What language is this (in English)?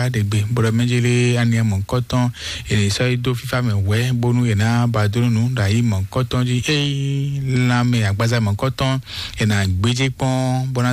Fon